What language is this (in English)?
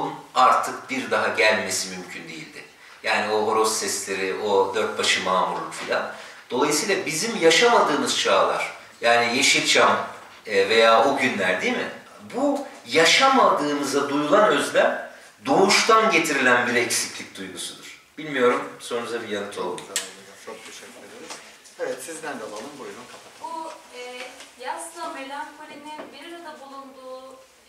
Turkish